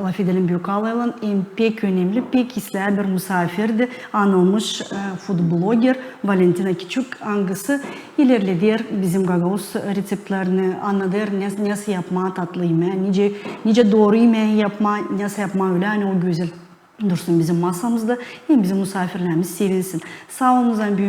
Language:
Gagauz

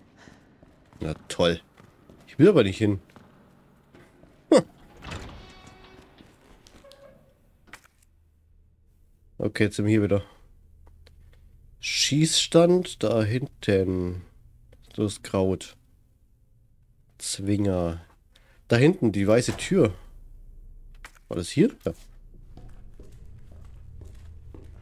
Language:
German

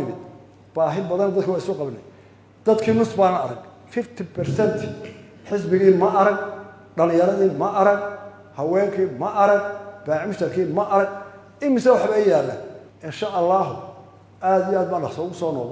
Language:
Somali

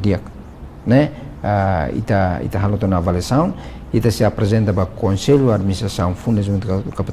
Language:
Tetum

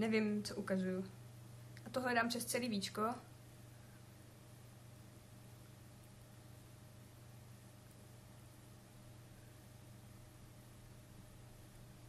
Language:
Czech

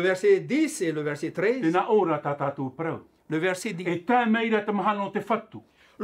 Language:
Tahitian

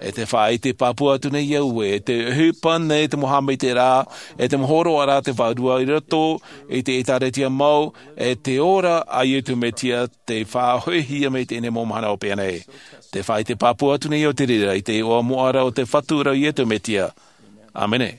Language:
Tahitian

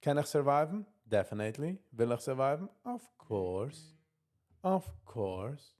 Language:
Yiddish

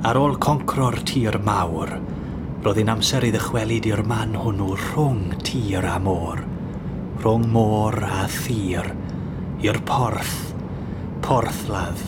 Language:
Welsh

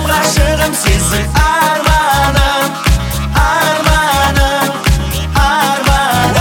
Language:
Kazakh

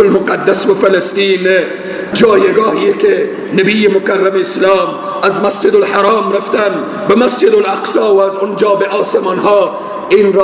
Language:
Persian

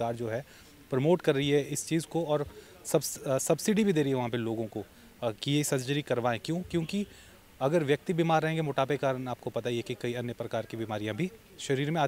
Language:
Hindi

